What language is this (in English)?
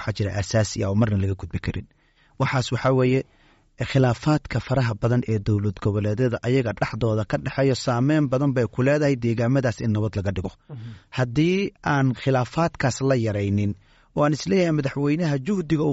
Somali